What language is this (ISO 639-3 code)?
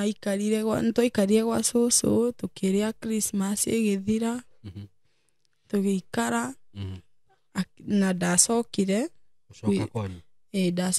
kik